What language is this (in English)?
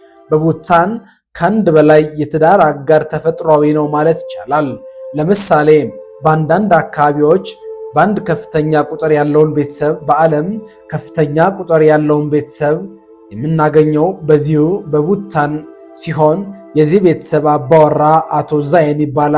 Amharic